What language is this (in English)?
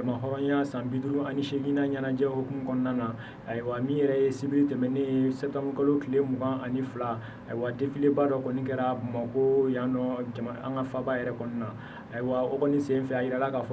Bambara